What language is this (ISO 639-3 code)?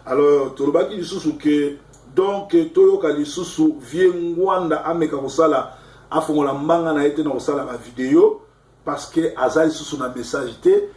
lin